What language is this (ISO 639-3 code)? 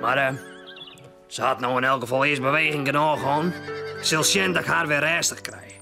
fry